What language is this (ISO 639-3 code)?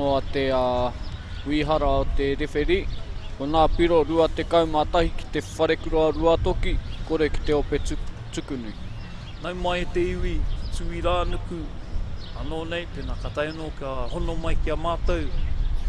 mri